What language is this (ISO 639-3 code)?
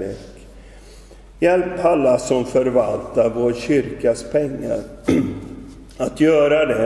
swe